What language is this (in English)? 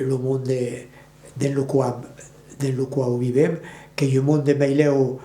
Occitan